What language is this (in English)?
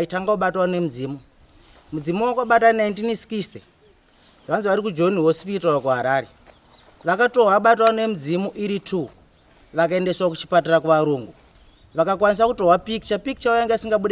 Shona